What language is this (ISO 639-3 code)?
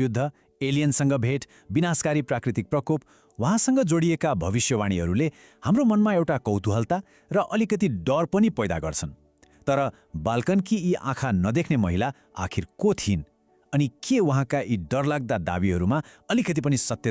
nep